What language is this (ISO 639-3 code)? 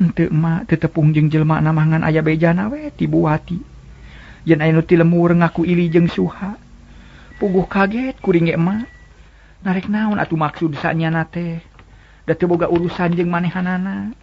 sun